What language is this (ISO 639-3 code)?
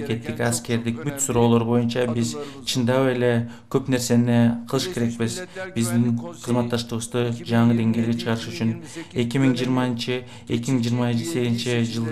kir